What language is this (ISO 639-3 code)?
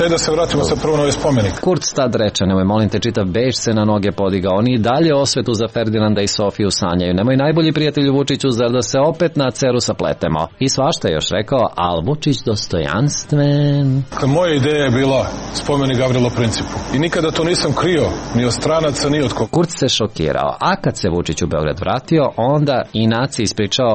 srp